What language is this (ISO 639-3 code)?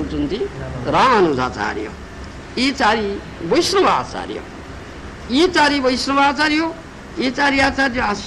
ori